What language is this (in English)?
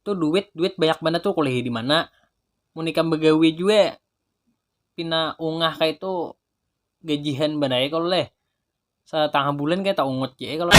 Banjar